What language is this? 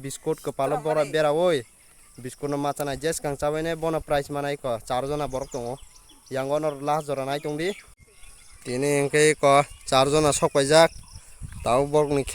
Kok Borok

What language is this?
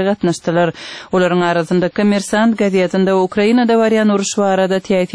Turkmen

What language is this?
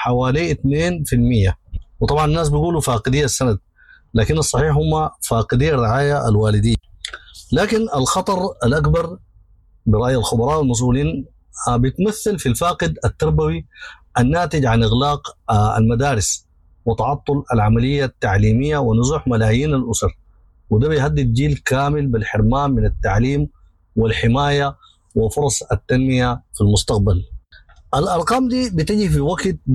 Sudanese Arabic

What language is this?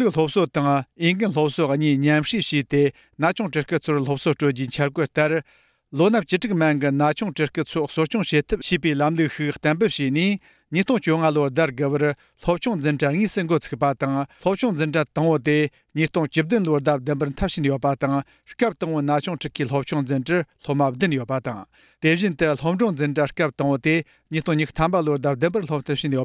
Tibetan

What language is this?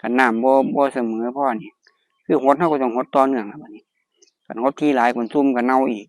Northeastern Thai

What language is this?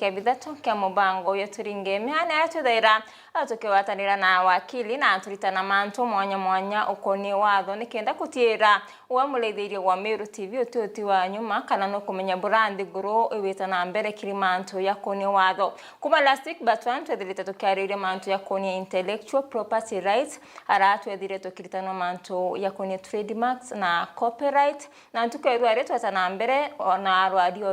Meru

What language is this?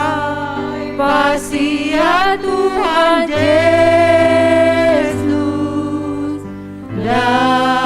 Batak Simalungun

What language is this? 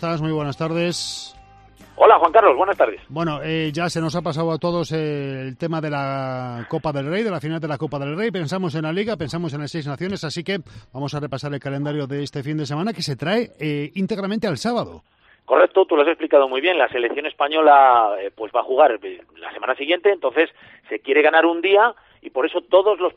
Spanish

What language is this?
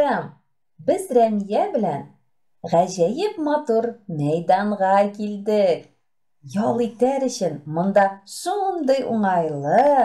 Tatar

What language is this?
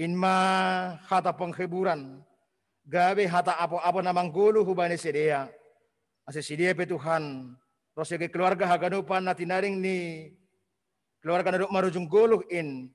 Batak Simalungun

